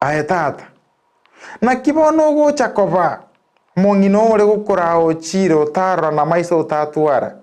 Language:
Gusii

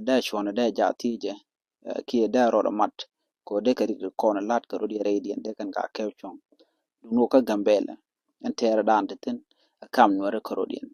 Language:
Nuer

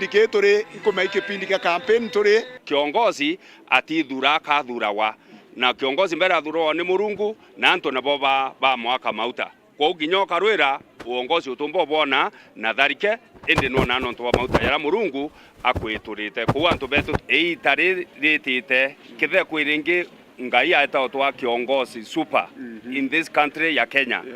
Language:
Meru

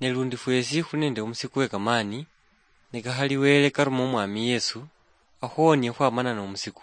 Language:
Luyia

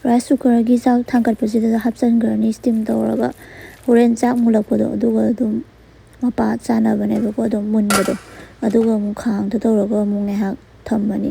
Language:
Manipuri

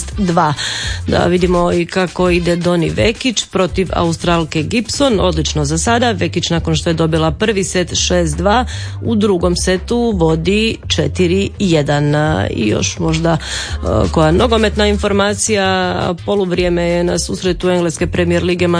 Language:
Croatian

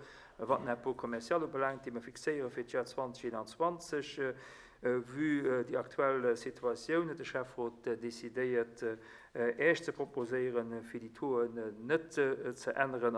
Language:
Luxembourgish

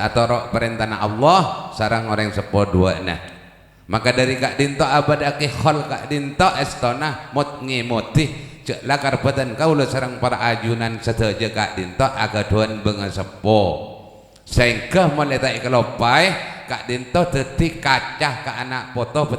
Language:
Madurese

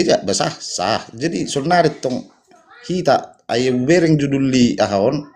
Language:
Batak Toba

